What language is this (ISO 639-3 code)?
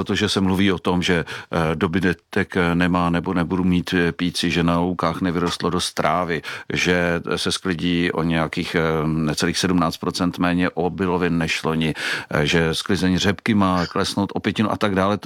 ces